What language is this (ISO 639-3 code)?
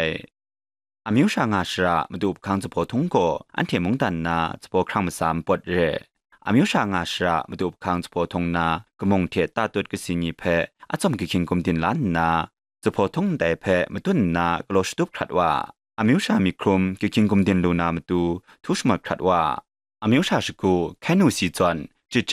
kac